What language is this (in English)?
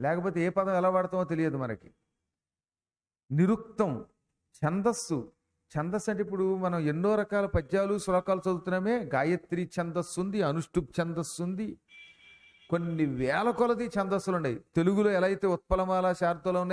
Telugu